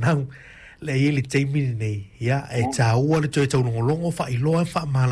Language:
Samoan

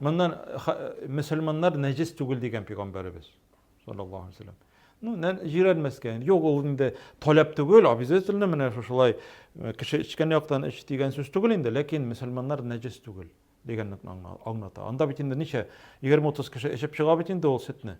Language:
Tatar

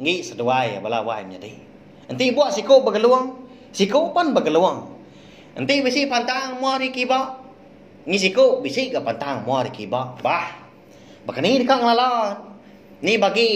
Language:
Iban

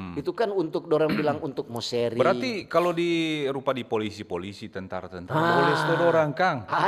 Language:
Manado Malay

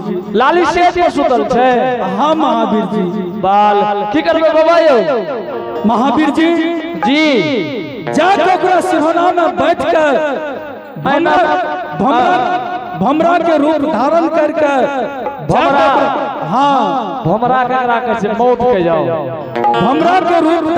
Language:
Angika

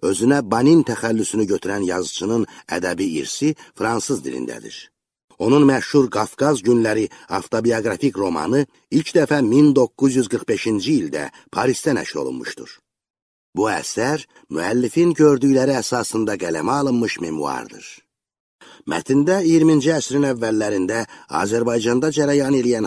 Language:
Azerbaijani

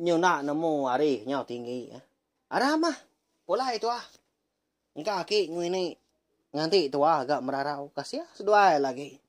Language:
Iban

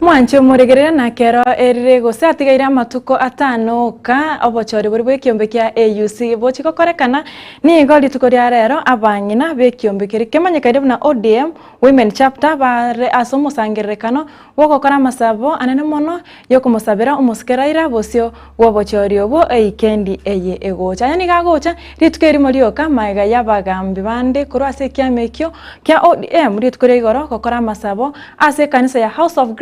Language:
Gusii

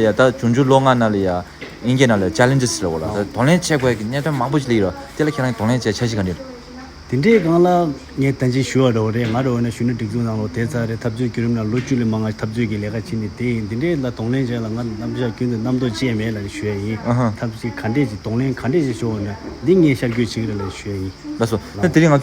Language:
Tibetan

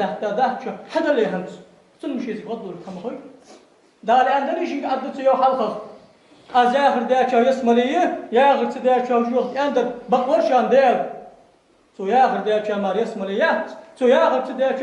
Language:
Ingush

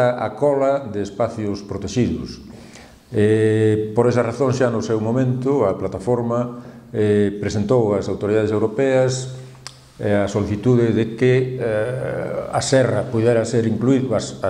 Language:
Galician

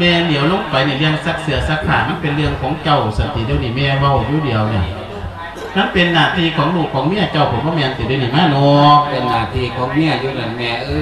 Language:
Lao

